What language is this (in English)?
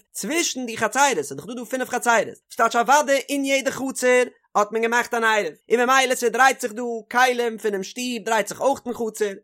Yiddish